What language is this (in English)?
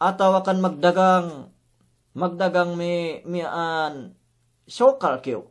Yakan